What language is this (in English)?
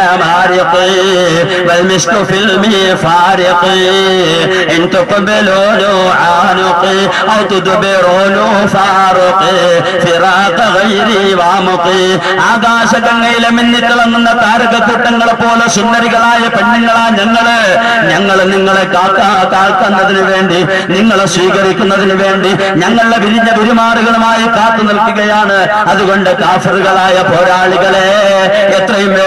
Malayalam